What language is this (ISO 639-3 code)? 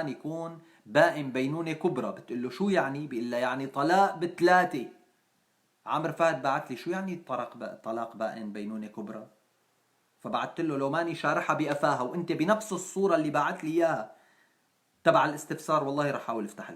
apc